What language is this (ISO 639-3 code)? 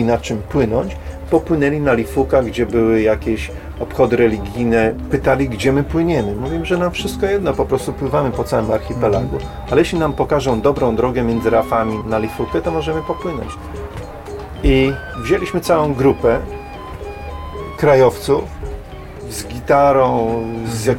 pol